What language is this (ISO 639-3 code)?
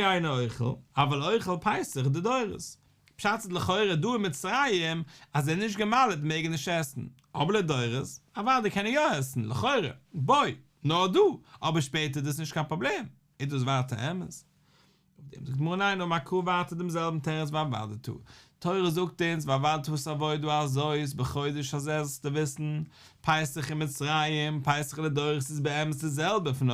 yid